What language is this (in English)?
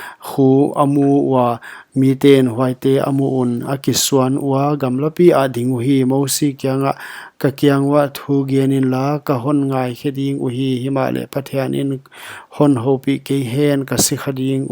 Paite Chin